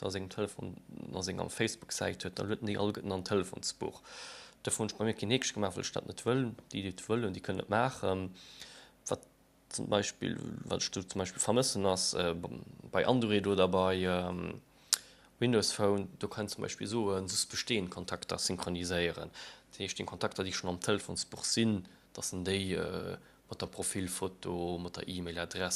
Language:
Luxembourgish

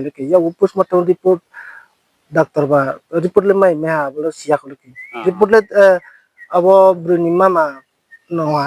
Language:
Riang (India)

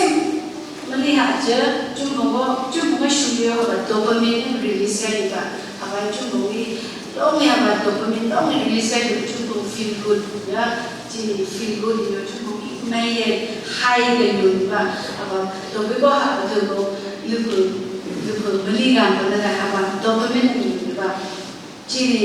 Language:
Phom Naga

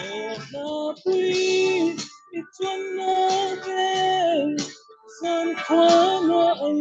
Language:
Falam Chin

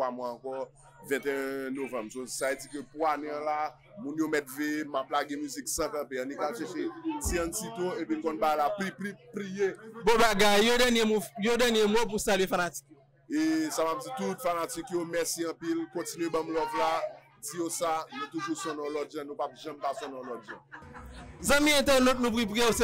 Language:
Haitian Creole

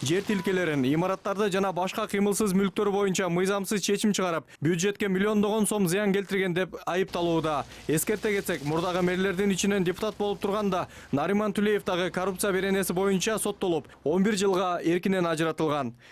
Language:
Kyrgyz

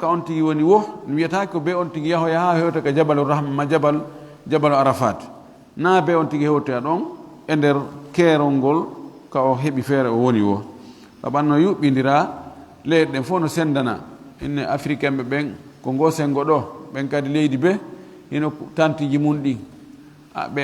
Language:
Fula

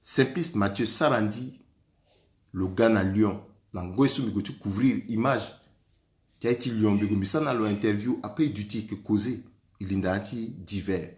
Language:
Sango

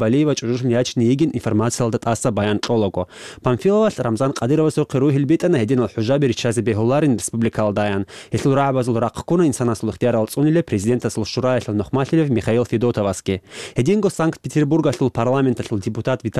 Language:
Avaric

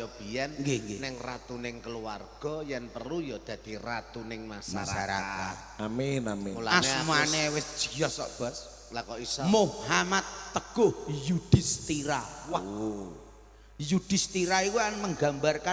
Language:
Javanese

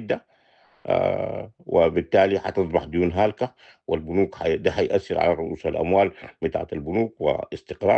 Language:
Sudanese Arabic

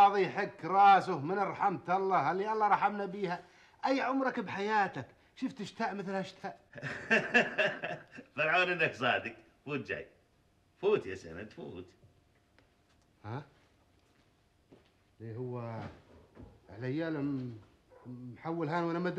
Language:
South Levantine Arabic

